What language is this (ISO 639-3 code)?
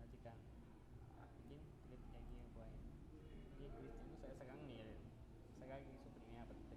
agr